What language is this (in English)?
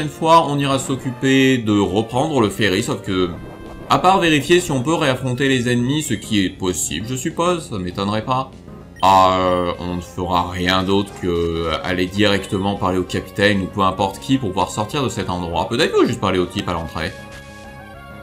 French